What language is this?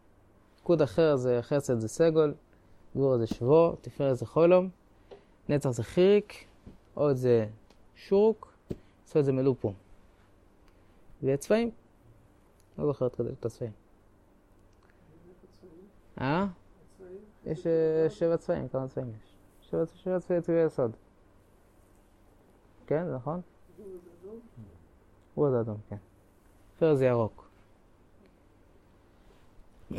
Hebrew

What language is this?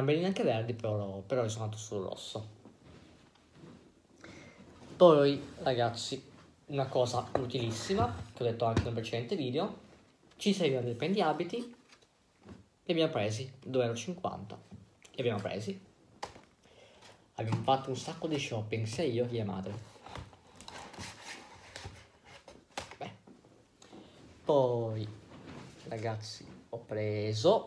Italian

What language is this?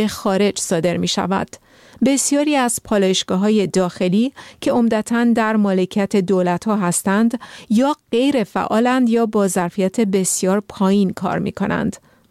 Persian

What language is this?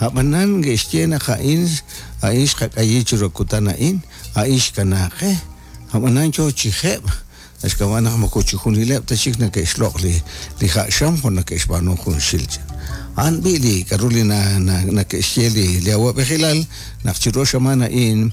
Kekchí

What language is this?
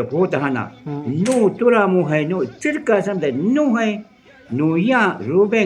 Shuar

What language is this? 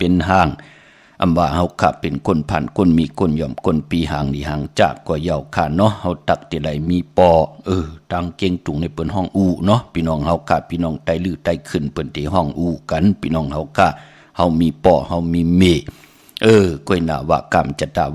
Shan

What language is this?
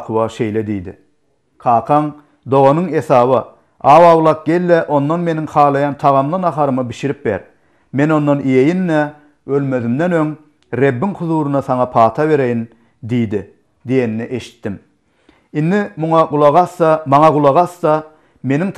Turkmen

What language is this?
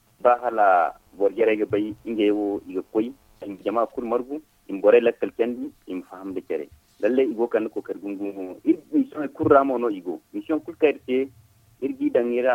Zarma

